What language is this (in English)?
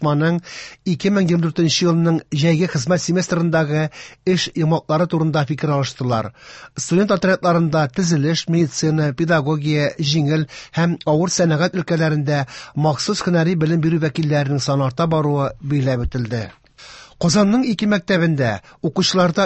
Tatar